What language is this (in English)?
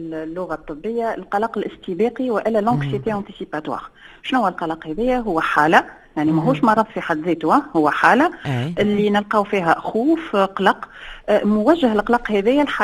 Tunisian Arabic